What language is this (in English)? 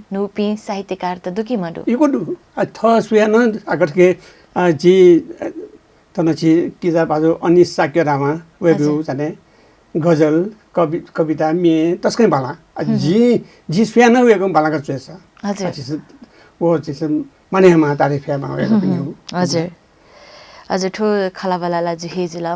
Newari